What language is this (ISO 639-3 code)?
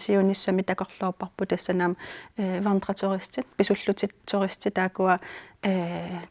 kal